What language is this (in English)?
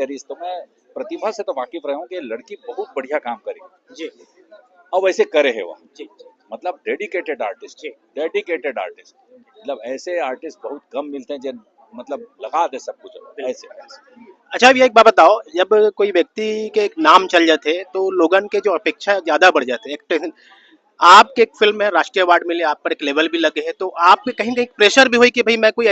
Chhattisgarhi